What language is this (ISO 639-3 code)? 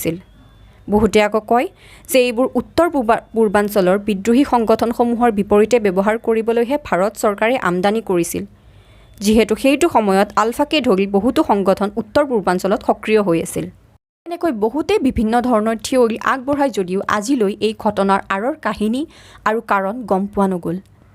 asm